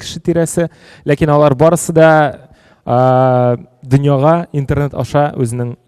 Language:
Tatar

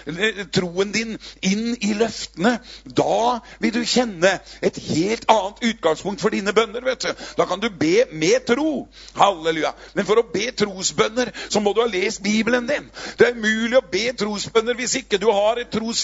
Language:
Norwegian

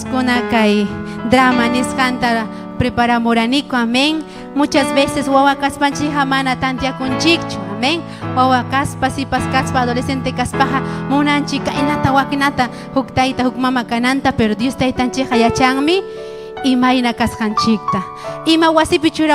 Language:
Ayacucho Quechua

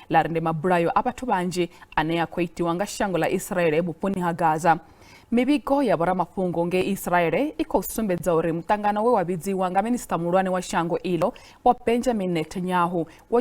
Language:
Venda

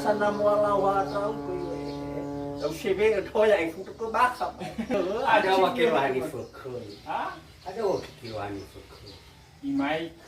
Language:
Nias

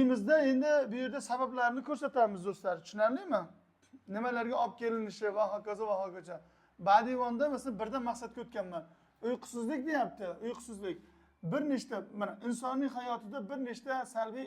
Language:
Uzbek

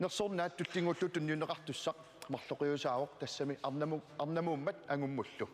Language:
Kalaallisut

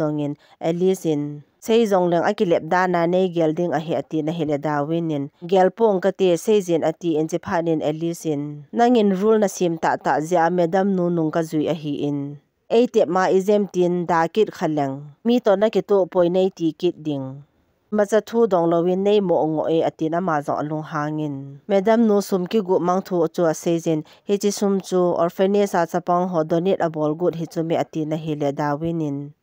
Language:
Thado Chin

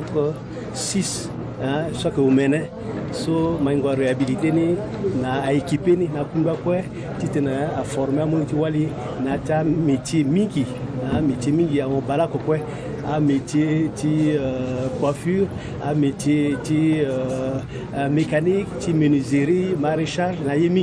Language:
Sango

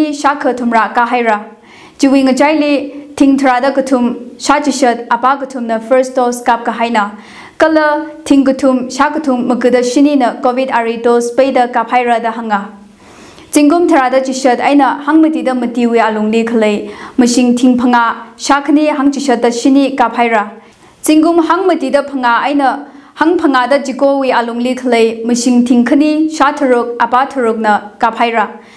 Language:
Tangkhul Naga (India)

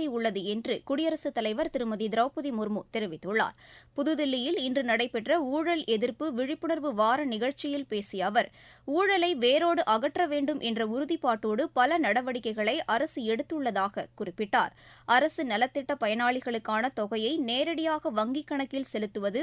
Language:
Tamil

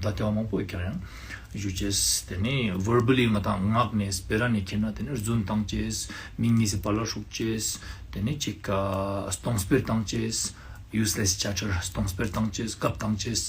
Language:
Ladakhi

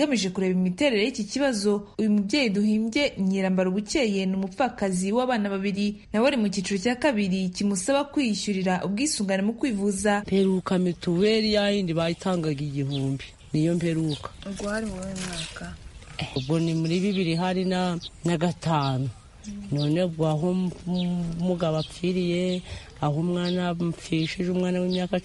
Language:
Kinyarwanda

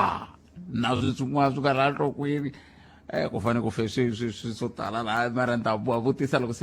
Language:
Tsonga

